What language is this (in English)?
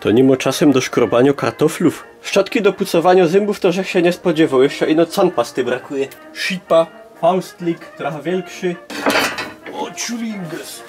Silesian